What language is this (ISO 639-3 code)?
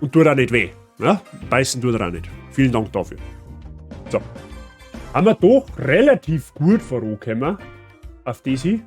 bar